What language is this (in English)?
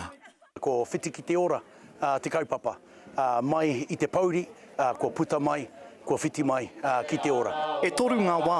Māori